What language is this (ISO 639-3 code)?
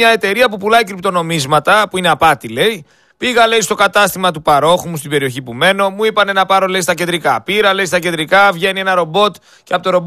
ell